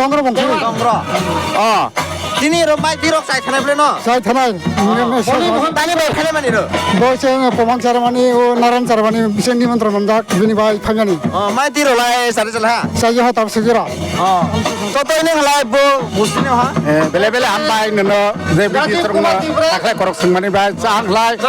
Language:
Kok Borok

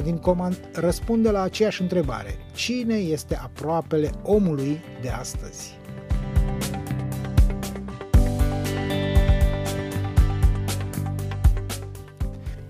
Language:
Romanian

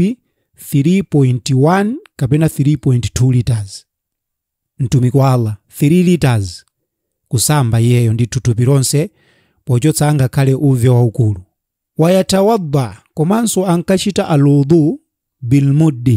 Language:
Nyanja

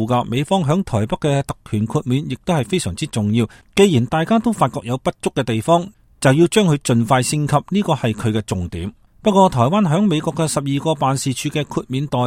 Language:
Cantonese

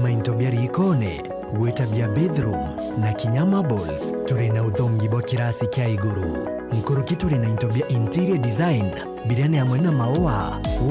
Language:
Meru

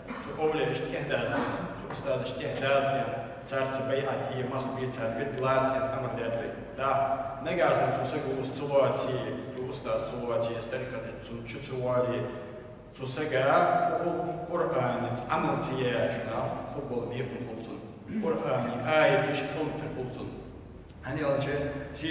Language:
Ingush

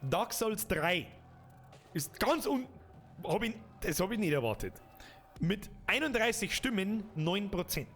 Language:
Bavarian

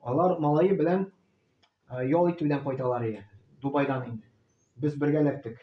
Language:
Tatar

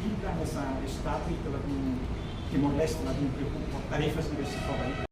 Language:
Tetum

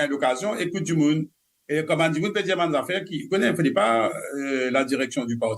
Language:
Morisyen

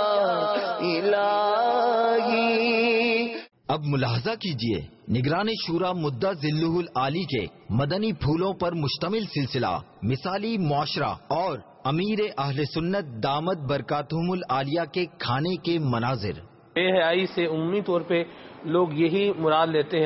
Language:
Urdu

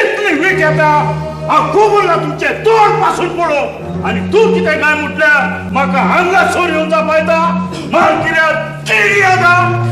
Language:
Konkani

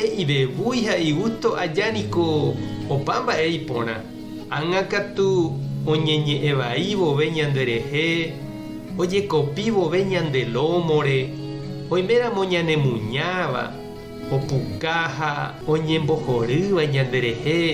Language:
Guarani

